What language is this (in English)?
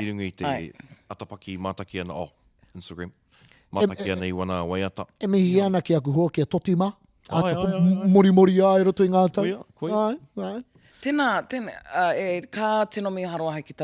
Māori